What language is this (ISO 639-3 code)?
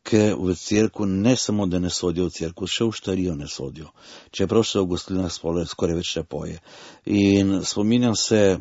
slv